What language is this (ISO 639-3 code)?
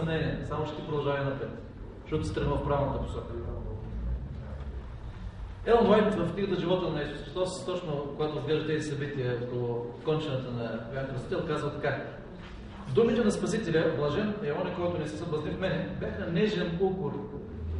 bul